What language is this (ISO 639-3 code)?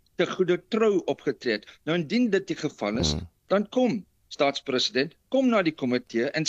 afr